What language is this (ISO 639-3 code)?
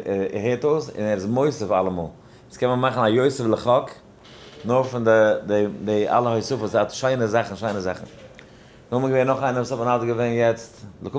yid